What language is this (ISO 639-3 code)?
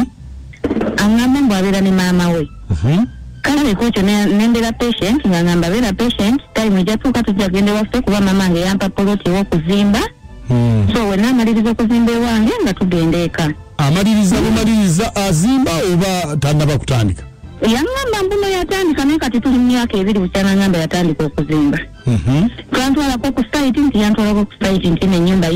lug